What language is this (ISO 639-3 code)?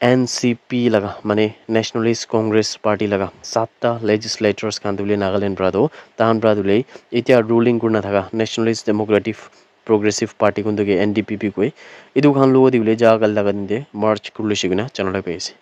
nag